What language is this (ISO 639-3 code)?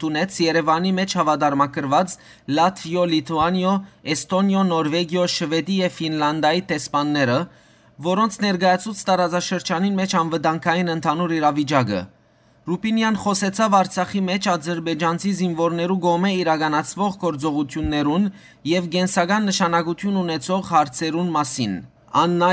hyw